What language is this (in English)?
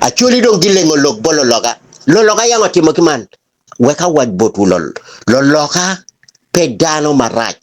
Acoli